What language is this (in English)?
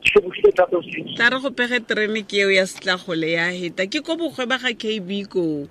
Tswana